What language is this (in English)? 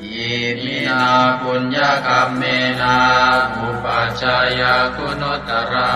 Pali